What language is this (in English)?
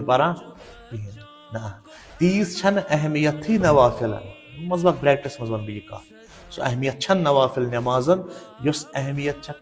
Kashmiri